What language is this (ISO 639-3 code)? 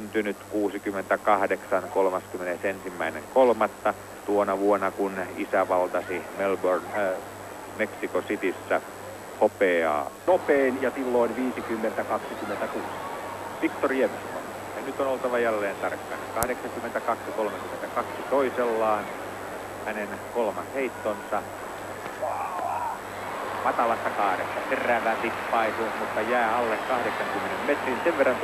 fin